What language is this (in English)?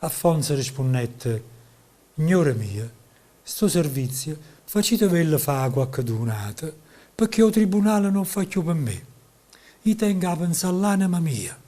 Neapolitan